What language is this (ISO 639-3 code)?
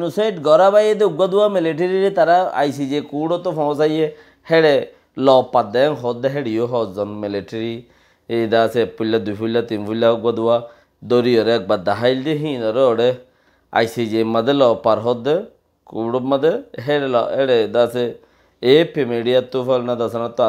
rhg